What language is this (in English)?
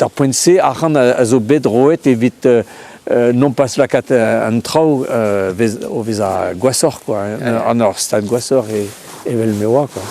Breton